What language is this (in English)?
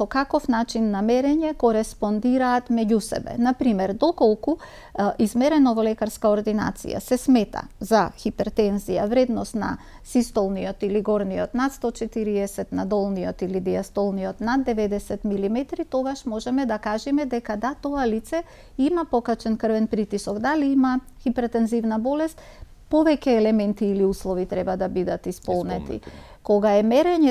Macedonian